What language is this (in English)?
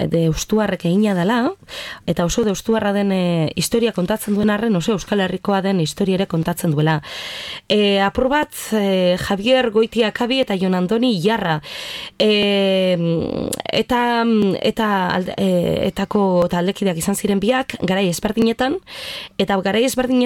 Basque